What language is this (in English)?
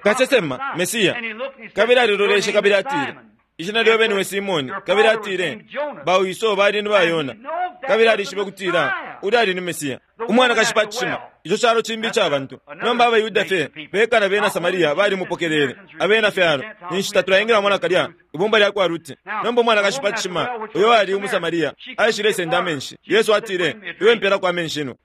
Bemba